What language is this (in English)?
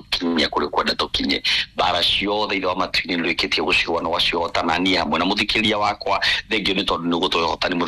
Kikuyu